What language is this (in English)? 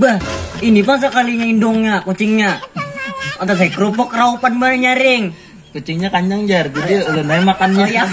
Banjar